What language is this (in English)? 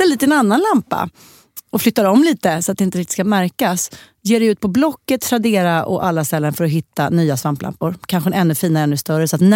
Swedish